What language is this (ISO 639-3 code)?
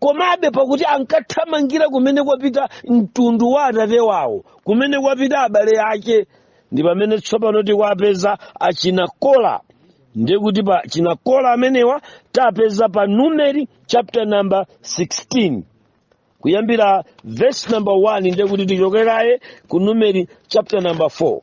nya